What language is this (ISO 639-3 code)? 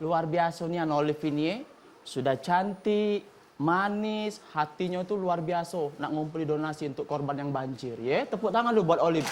mui